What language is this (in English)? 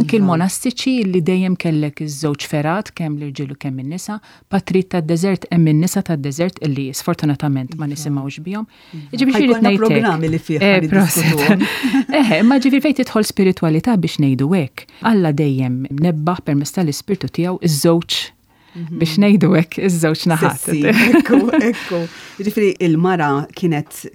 Maltese